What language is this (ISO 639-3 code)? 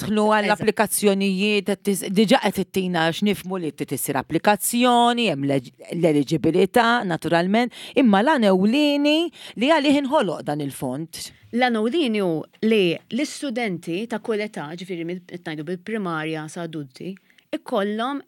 mlt